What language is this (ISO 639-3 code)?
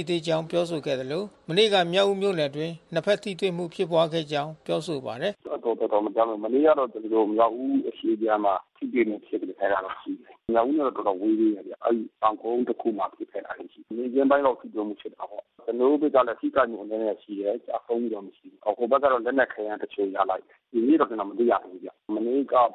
mya